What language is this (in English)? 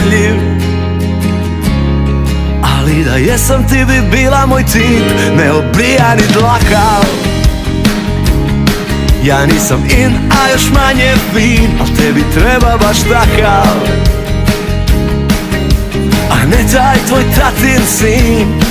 Croatian